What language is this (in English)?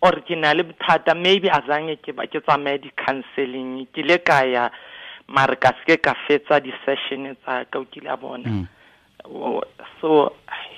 Tswana